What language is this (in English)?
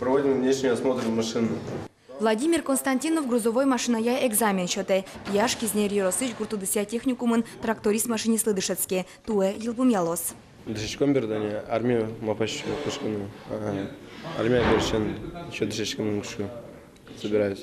Udmurt